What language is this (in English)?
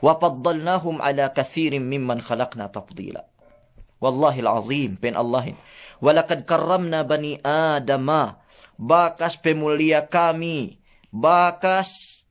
Yakan